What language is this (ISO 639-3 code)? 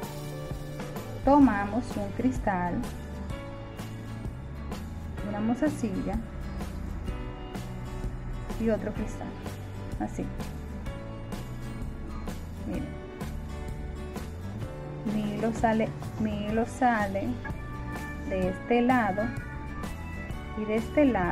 spa